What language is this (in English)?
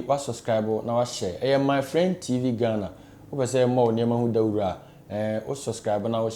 Akan